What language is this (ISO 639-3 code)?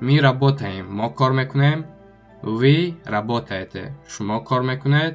tgk